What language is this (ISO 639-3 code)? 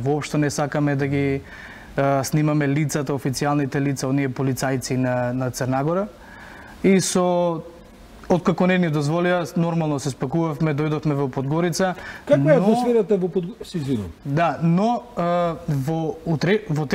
mkd